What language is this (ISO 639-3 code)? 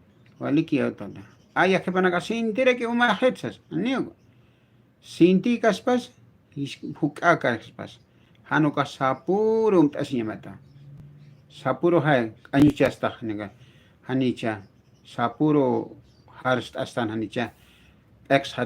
aym